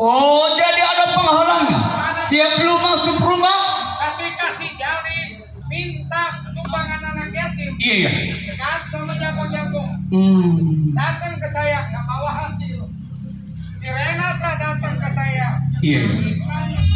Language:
Betawi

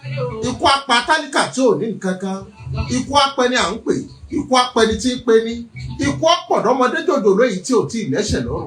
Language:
Yoruba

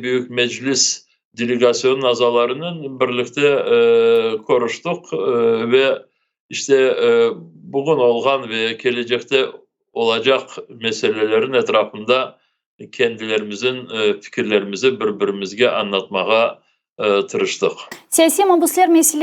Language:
Crimean Tatar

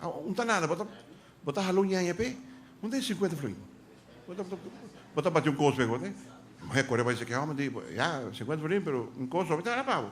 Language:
Papiamento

